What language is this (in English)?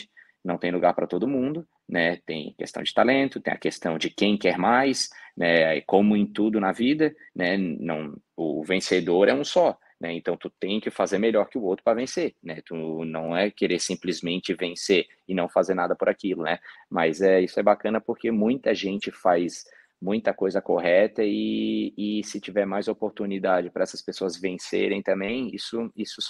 Portuguese